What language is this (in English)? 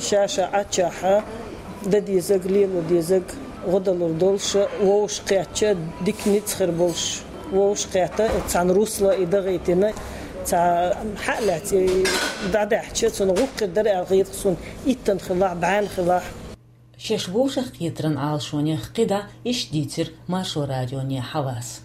Chechen